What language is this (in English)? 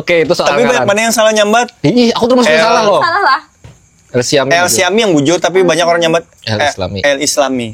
Banjar